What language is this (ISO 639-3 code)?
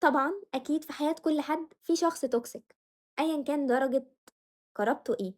arz